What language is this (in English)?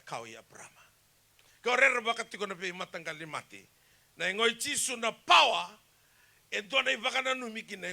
Fijian